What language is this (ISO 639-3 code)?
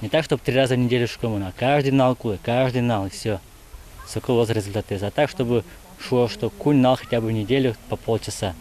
udm